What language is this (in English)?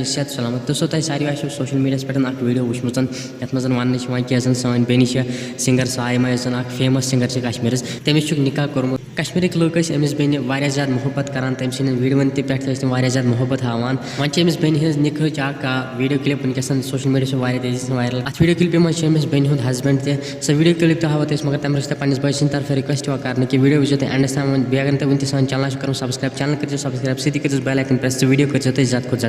Kashmiri